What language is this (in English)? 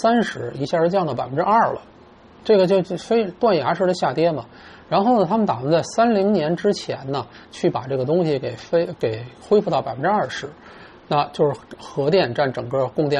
Chinese